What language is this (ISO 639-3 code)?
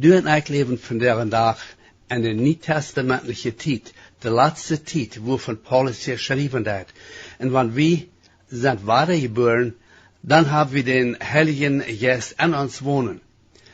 pdt